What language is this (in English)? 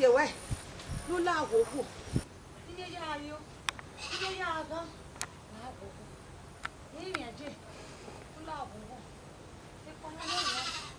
Bini